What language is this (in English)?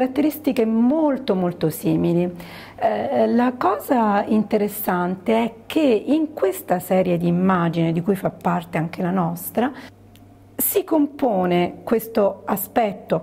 Italian